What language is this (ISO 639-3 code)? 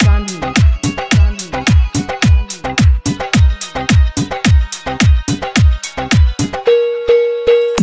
bho